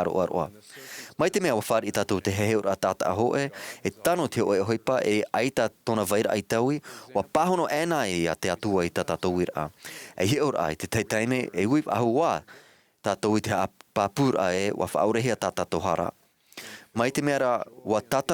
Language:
Tahitian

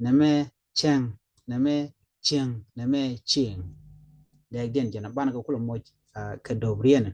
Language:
Nuer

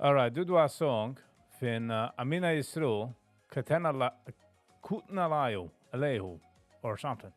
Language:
Yiddish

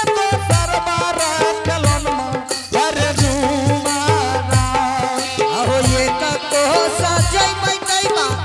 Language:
Angika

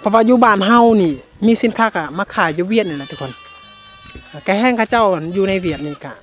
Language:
Lao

